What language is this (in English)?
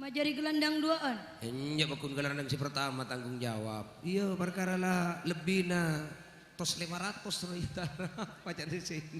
Madurese